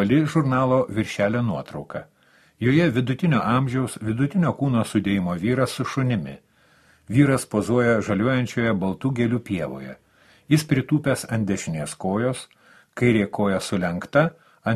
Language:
Lithuanian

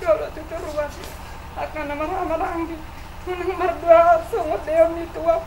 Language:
Batak Toba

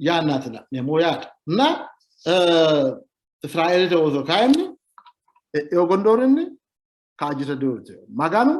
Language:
Sidamo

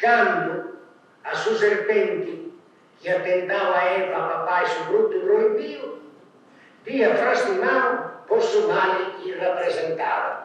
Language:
Sardinian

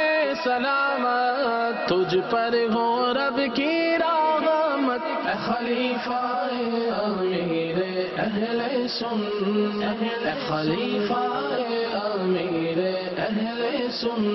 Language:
Urdu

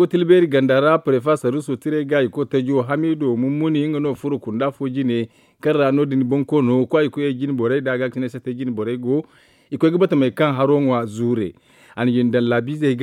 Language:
Zarma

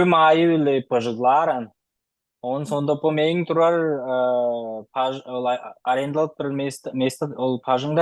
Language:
Tuvinian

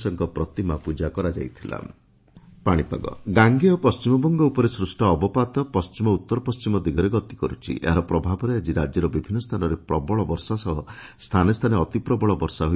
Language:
Odia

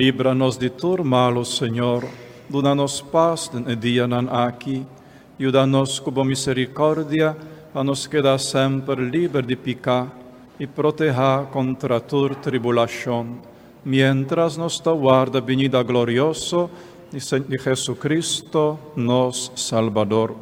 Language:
Papiamento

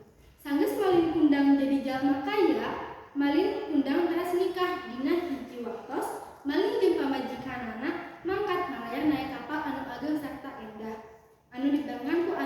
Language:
Sundanese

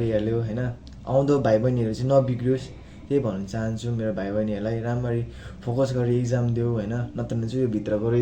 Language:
Nepali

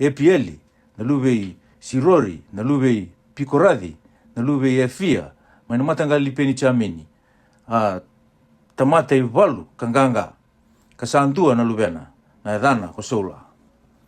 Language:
Fijian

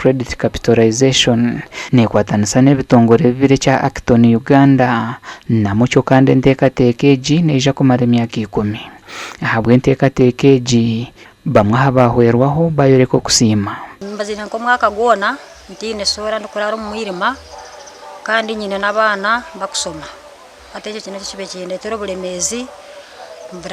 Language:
Nyankole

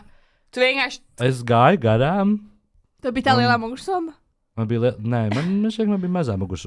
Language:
Latvian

